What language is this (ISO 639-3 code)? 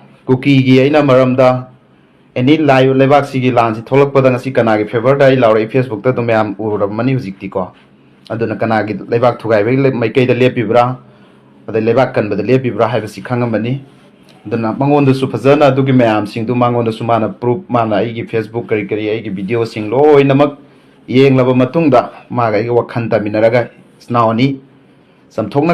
mni